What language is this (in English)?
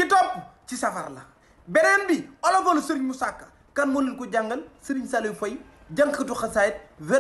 Wolof